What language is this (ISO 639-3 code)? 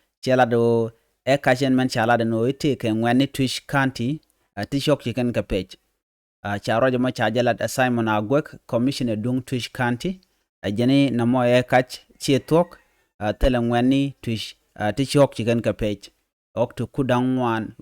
nus